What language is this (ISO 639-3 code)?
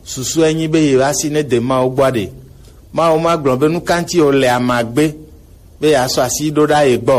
gej